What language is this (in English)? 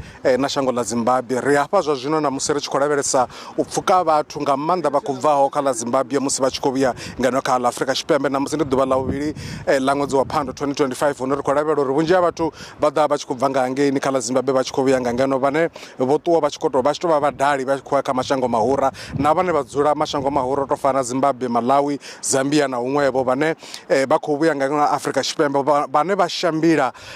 Venda